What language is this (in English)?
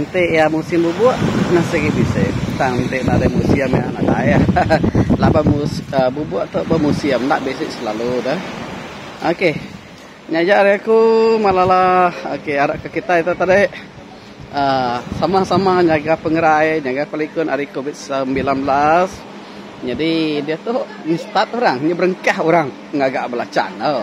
Iban